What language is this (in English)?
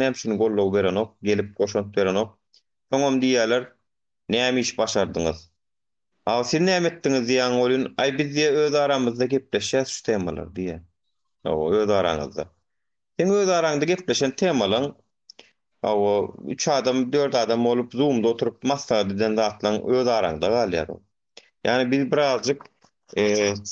Turkmen